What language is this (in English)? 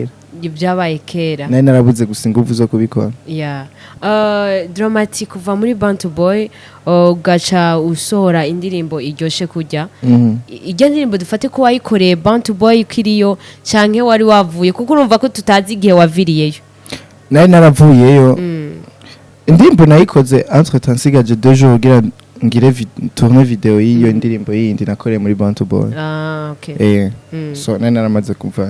Rundi